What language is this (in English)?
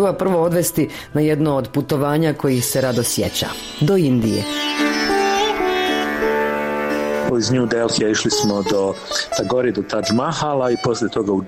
Croatian